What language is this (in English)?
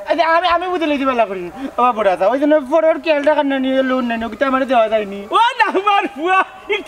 Sylheti